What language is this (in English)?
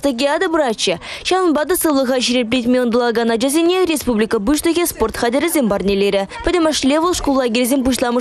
Chuvash